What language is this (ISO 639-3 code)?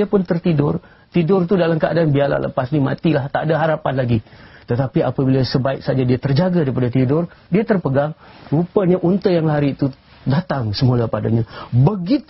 msa